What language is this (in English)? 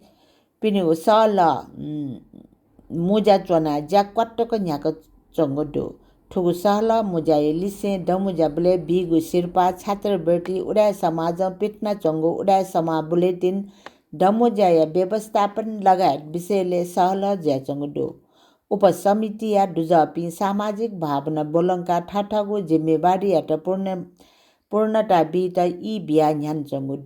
Newari